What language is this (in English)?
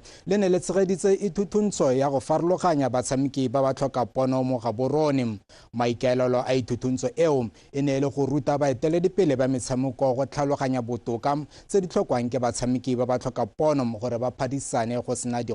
Tswana